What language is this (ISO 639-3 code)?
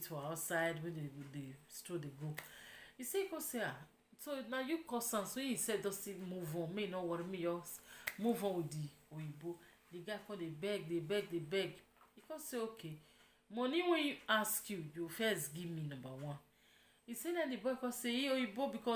pcm